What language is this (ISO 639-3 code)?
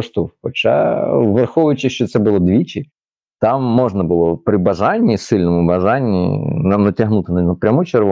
ukr